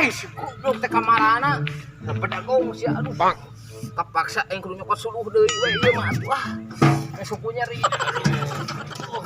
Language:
Sundanese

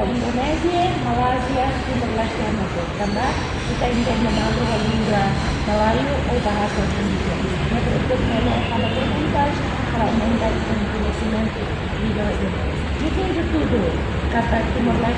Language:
Tetum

